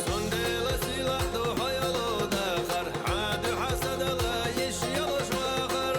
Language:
Chechen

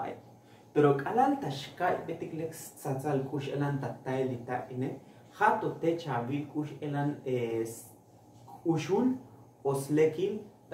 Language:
Tzotzil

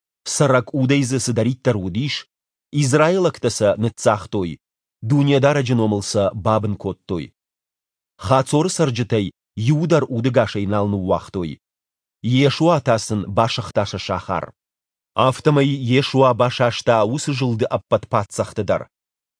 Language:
Ossetic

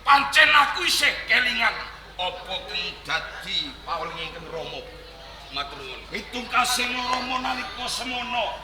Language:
Javanese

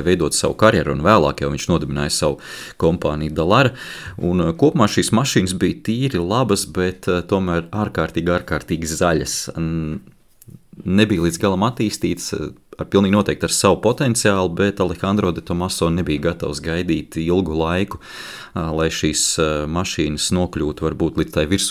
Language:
Latvian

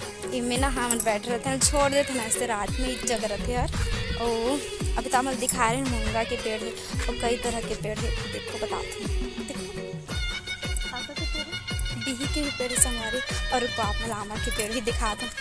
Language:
Chhattisgarhi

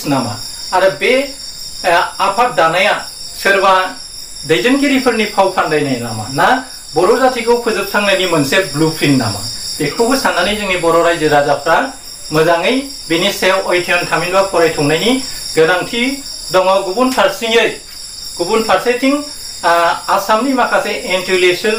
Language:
Bodo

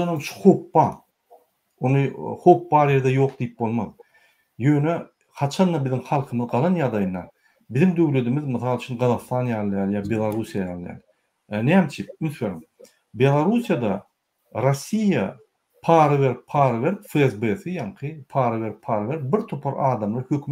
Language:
Turkmen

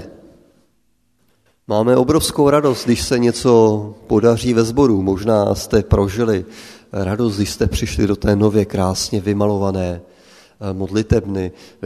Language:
Czech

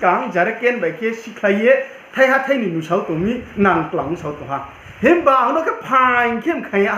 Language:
Riang (India)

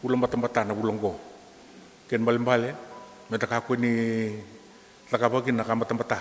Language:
Fijian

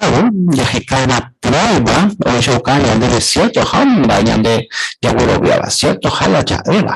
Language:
Guarani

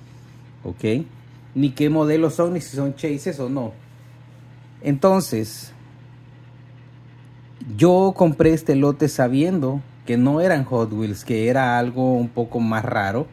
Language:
Spanish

